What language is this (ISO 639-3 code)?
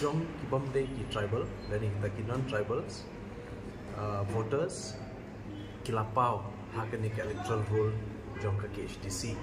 kha